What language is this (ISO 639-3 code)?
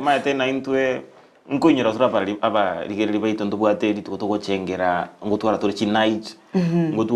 guz